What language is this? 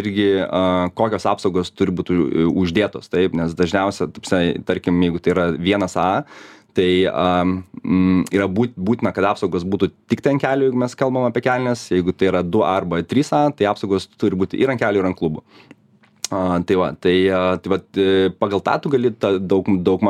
Lithuanian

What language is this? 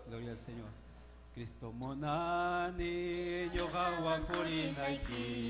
Ayacucho Quechua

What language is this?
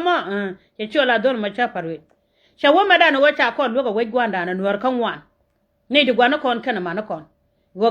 Nuer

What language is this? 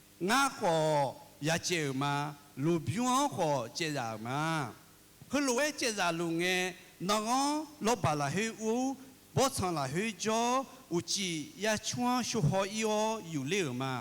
Akha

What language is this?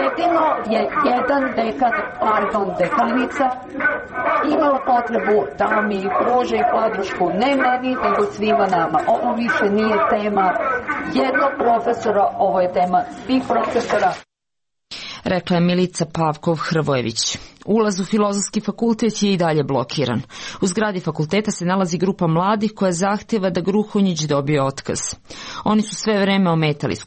Serbian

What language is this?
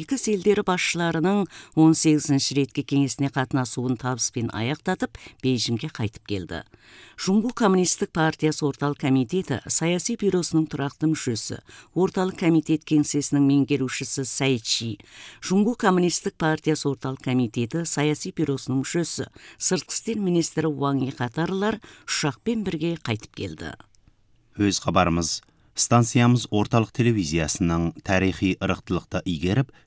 Kazakh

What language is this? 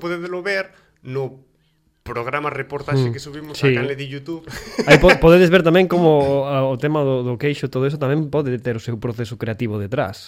Galician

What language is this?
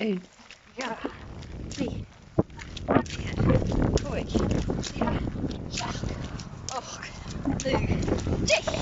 Scottish Gaelic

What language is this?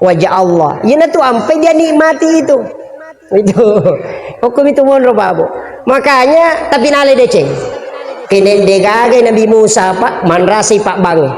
Buginese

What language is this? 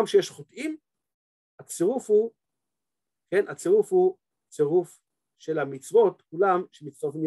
Hebrew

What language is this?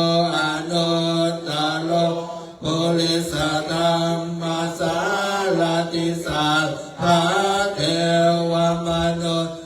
Pali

